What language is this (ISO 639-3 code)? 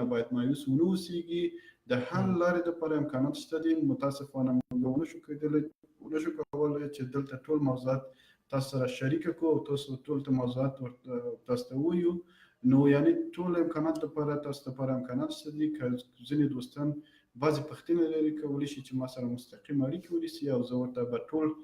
pus